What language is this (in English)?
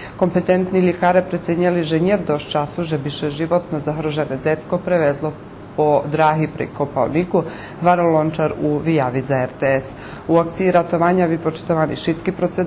Rusyn